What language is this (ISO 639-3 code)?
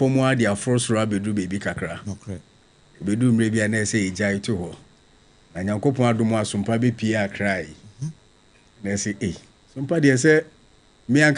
aka